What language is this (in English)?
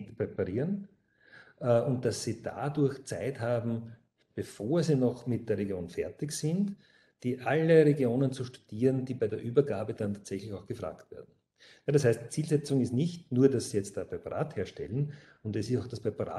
German